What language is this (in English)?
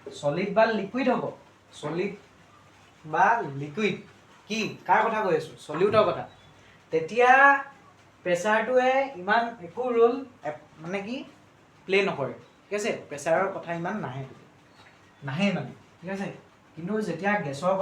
Assamese